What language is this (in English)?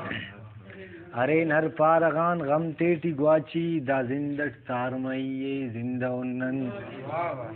Brahui